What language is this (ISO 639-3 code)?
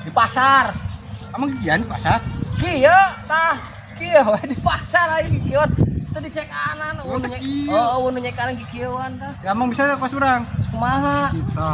sun